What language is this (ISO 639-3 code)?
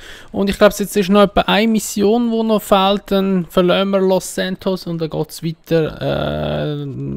gsw